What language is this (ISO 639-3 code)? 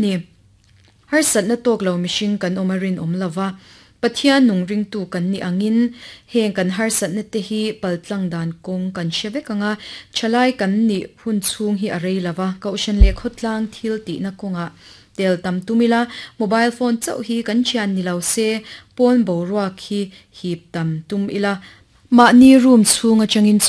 lus